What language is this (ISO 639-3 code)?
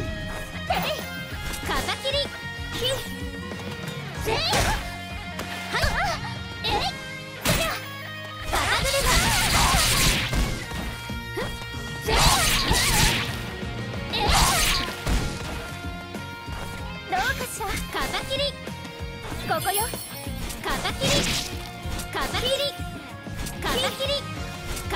jpn